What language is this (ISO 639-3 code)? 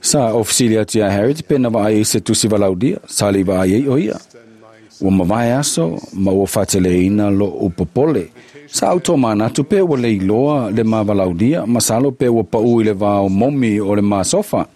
smo